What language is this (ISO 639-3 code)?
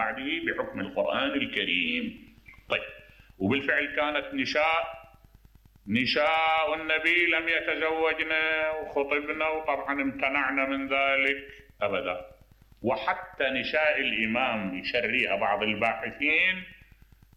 acm